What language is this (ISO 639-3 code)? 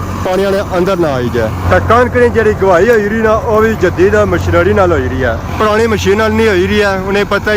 phr